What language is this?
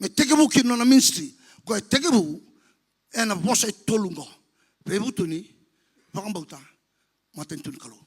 Fijian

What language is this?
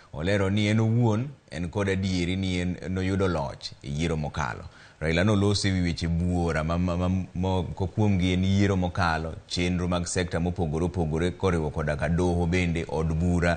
Luo (Kenya and Tanzania)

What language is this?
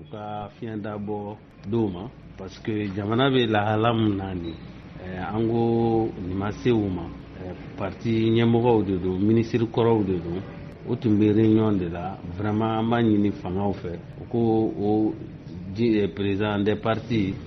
Bambara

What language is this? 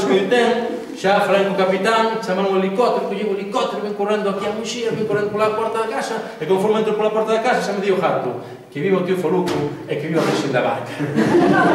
Galician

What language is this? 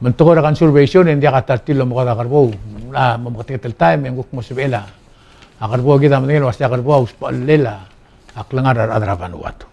Palauan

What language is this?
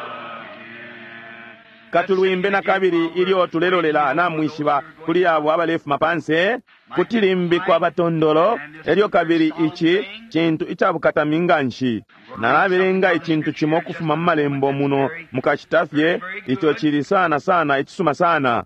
Bemba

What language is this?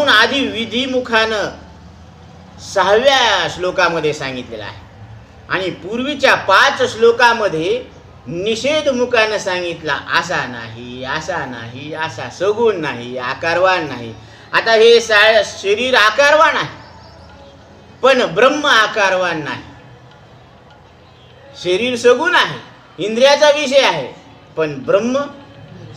Marathi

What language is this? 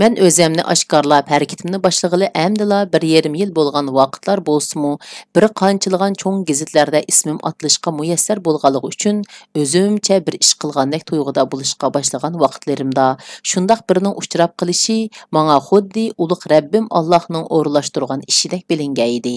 Uyghur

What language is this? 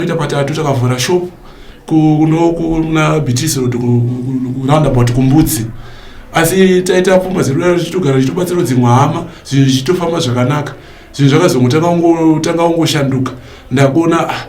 Shona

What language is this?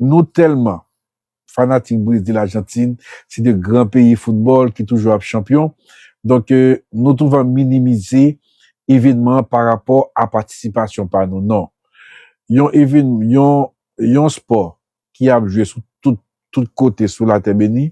Haitian Creole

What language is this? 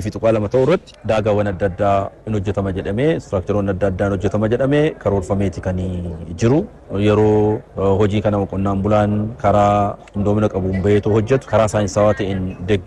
Oromo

